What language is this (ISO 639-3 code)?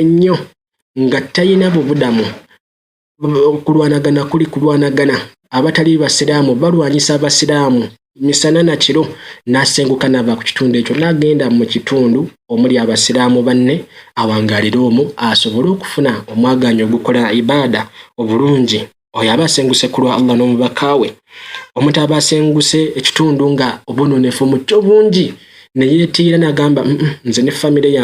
lug